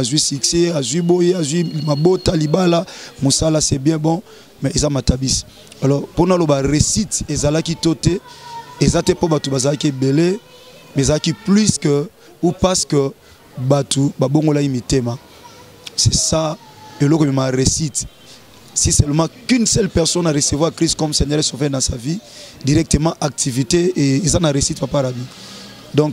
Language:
Lingala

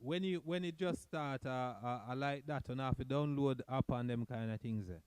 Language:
Jamaican Creole English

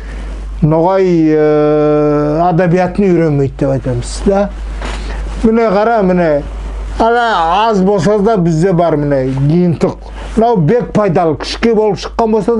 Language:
Nogai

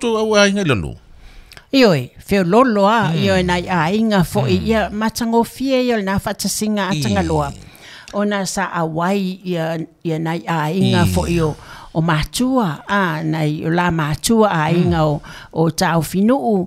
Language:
Samoan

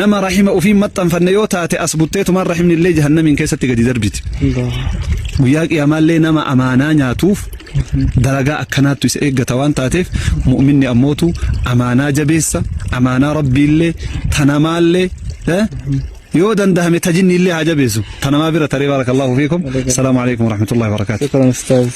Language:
Oromo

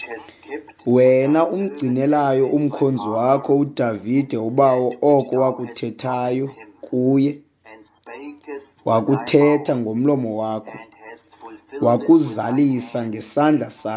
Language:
Xhosa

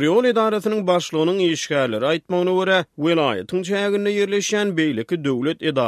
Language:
Turkmen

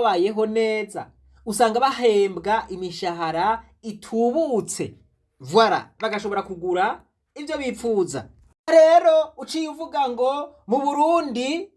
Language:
Rundi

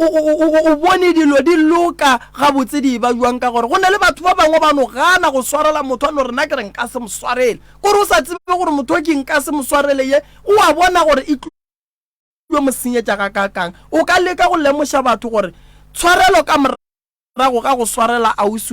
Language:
Northern Sotho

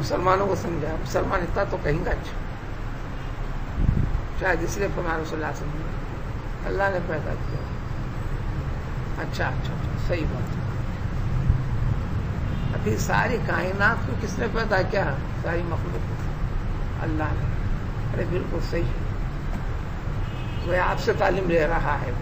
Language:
Urdu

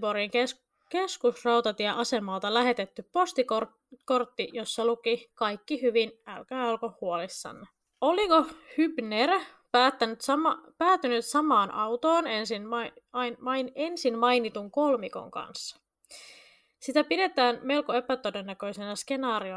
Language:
Finnish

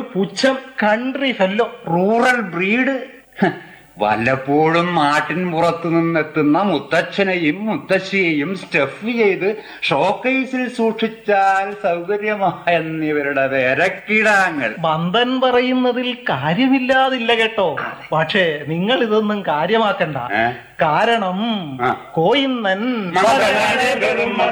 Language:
Malayalam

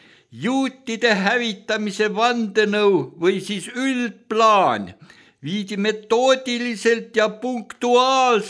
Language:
Estonian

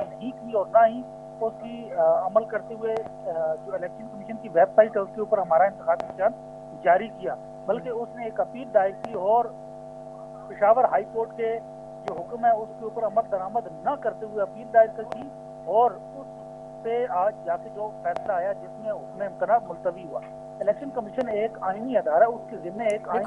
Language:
Urdu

